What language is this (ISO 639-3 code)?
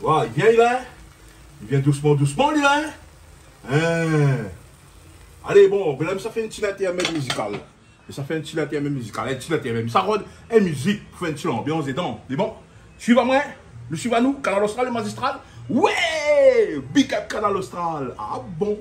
rcf